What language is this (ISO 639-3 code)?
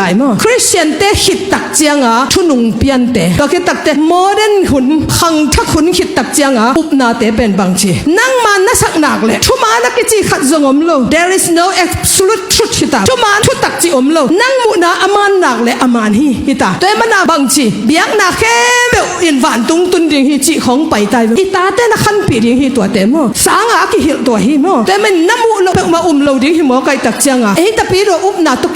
ctd